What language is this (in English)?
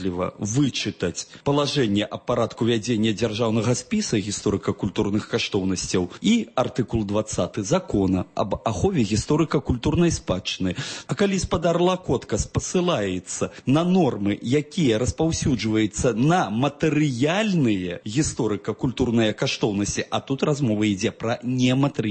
Belarusian